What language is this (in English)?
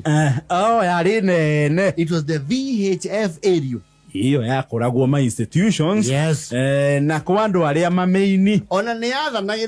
Kikuyu